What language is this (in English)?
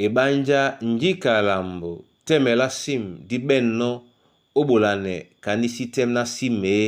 Duala